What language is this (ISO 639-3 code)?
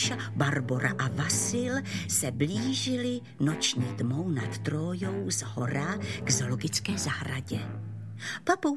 ces